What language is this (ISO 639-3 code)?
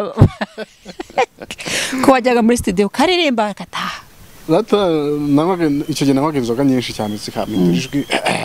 kin